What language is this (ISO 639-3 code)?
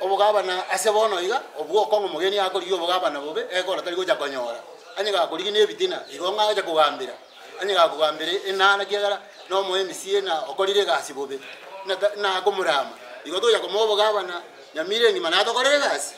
guz